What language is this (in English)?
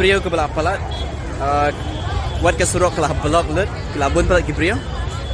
Khasi